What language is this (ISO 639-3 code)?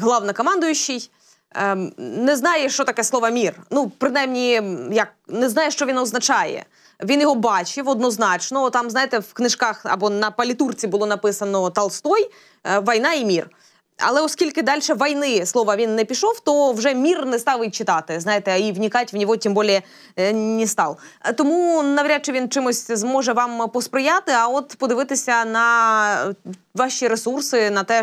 ukr